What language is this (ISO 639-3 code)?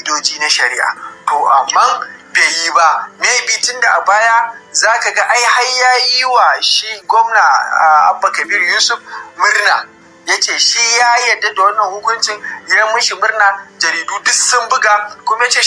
hau